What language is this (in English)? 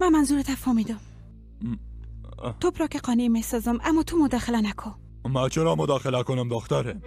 Persian